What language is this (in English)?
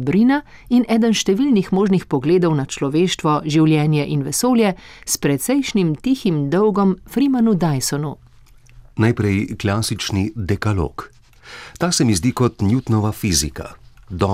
Slovenian